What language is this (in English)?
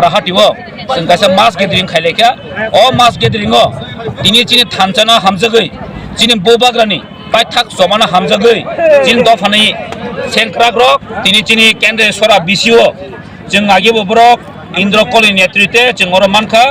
Kok Borok